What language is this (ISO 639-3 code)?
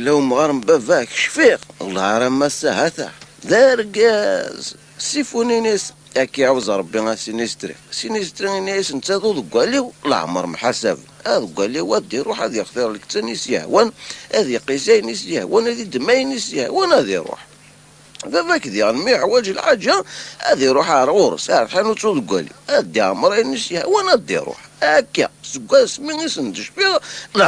kab